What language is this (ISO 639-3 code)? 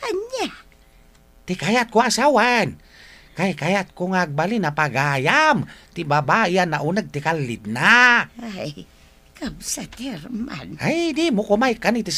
ilo